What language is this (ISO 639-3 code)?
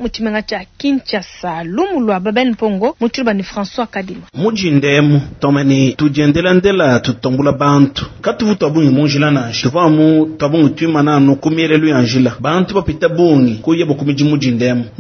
lua